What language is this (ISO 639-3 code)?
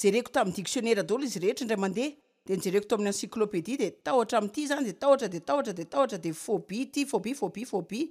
mlg